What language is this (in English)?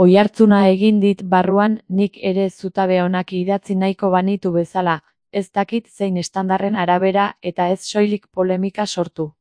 Basque